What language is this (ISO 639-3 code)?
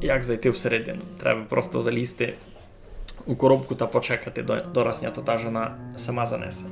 rue